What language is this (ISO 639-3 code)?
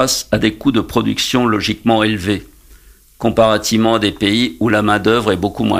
fra